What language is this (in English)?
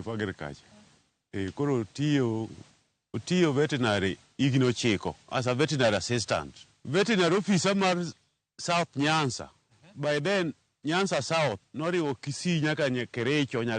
Luo (Kenya and Tanzania)